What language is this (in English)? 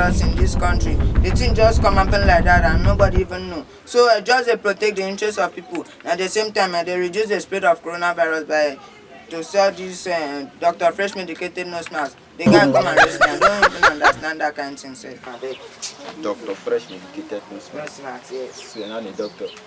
Nigerian Pidgin